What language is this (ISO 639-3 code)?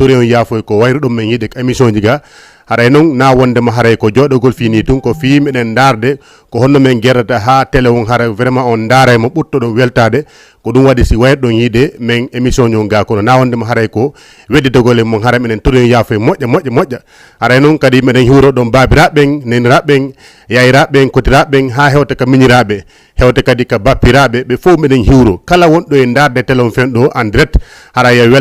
ful